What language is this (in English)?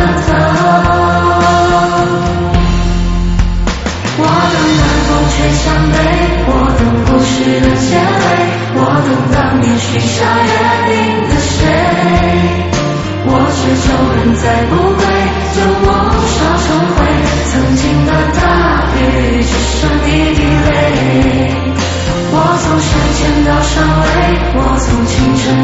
Chinese